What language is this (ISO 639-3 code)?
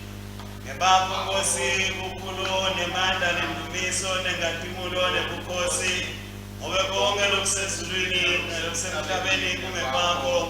ssw